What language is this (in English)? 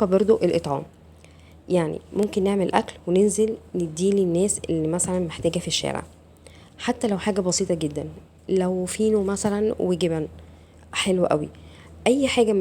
Egyptian Arabic